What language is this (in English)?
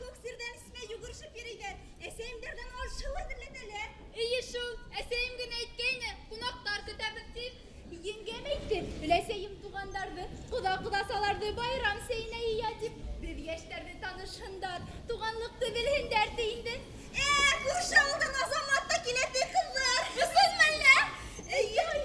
Bashkir